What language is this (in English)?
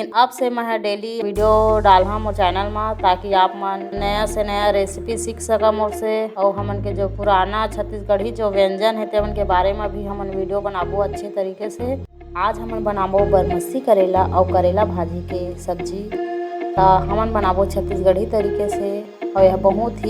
Chhattisgarhi